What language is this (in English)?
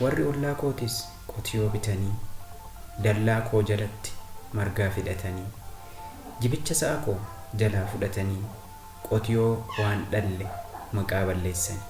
Oromo